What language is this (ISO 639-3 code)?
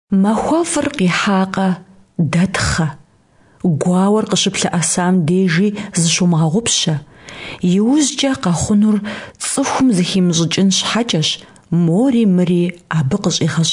kbd